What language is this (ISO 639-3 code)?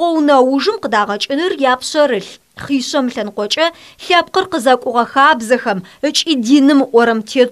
ady